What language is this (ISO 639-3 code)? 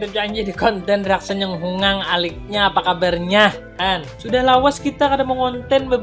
bjn